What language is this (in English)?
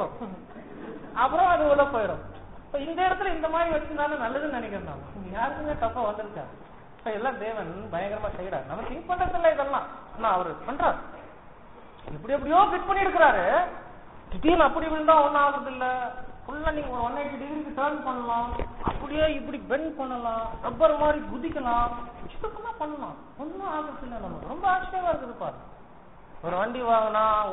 Tamil